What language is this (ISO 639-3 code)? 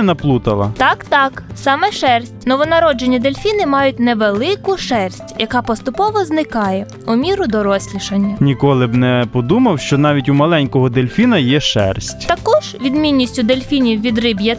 ukr